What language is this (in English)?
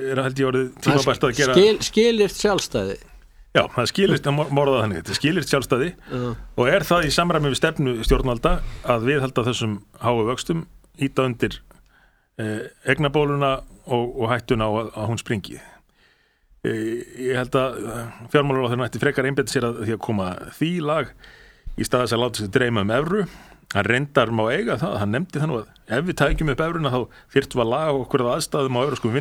Icelandic